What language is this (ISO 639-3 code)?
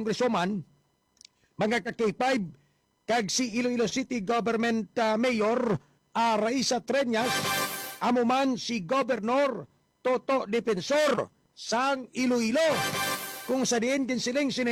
hil